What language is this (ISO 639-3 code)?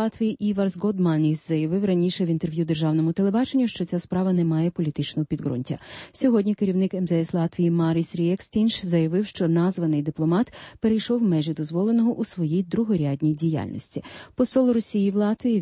ukr